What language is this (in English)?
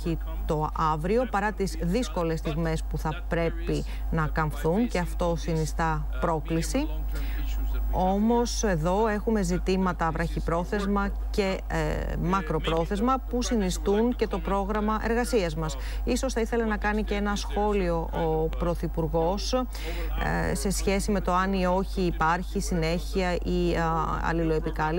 Greek